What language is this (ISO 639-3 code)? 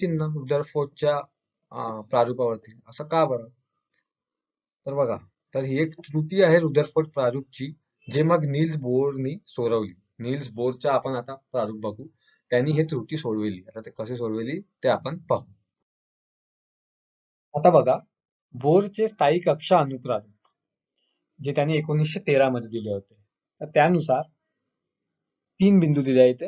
mar